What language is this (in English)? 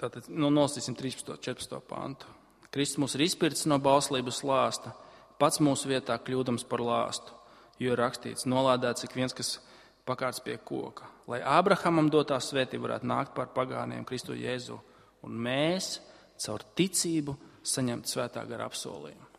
Latvian